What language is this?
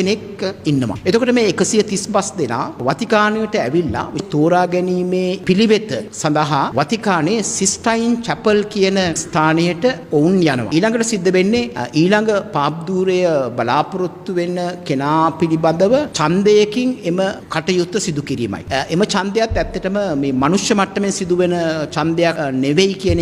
Sinhala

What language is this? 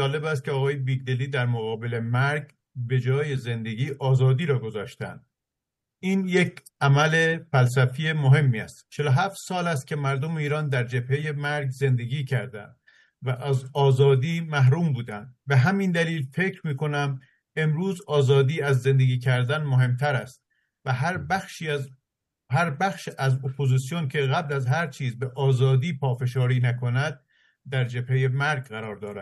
Persian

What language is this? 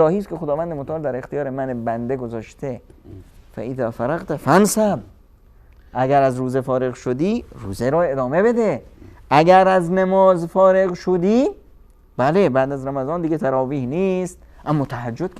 Persian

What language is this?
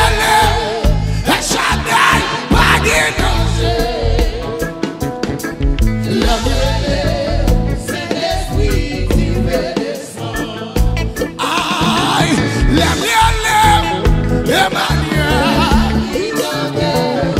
French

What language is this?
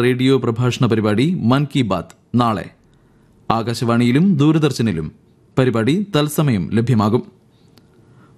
Malayalam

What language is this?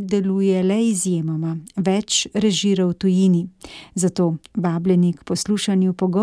Slovenian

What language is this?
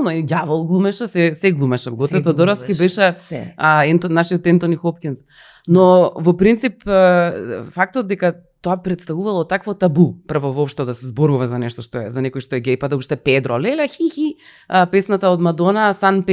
Macedonian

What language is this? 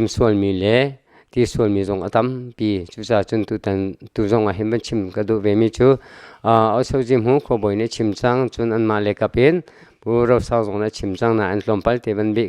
Hakha Chin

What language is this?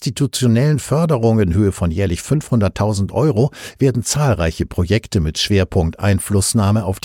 German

